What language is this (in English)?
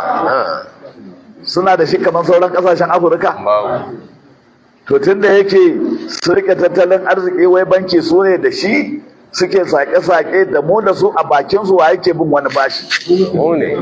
Hausa